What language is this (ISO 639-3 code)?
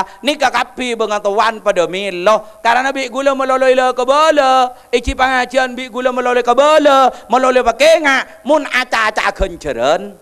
mad